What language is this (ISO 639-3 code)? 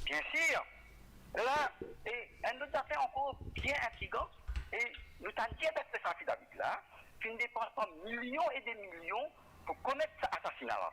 mfe